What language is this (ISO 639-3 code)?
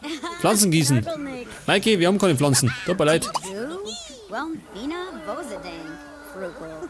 bar